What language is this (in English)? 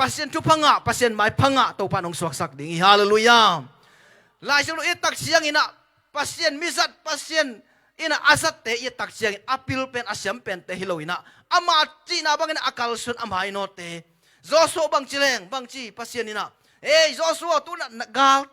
Tedim Chin